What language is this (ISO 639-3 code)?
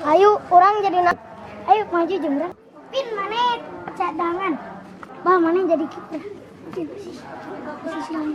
sun